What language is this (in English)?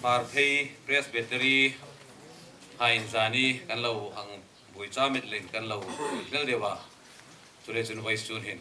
Hmar